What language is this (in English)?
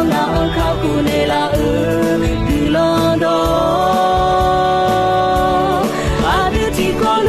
Akha